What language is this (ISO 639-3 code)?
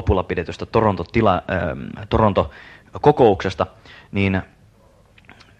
fin